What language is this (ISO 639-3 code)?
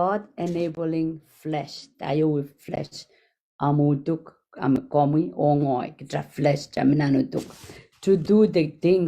pon